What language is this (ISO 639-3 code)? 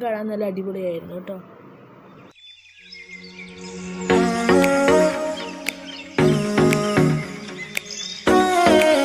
mal